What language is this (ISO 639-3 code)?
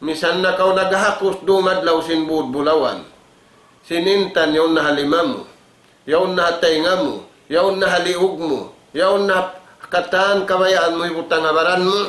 tsg